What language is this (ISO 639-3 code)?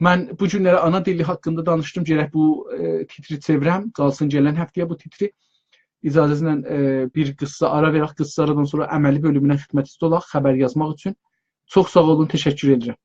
azb